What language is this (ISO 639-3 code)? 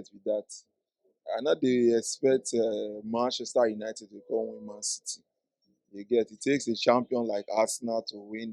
pcm